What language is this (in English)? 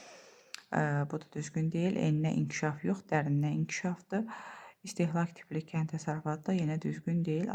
Azerbaijani